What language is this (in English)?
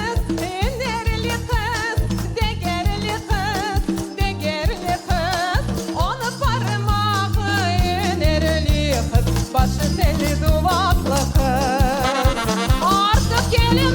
Crimean Tatar